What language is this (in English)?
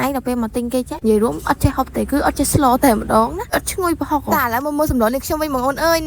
Khmer